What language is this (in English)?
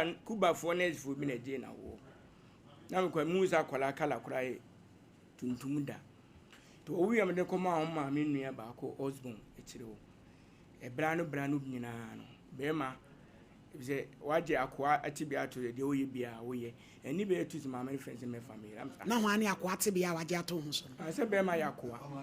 Akan